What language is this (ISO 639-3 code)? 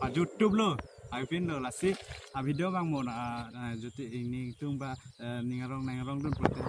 mjw